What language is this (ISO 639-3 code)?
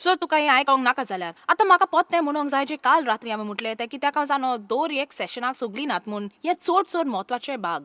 kok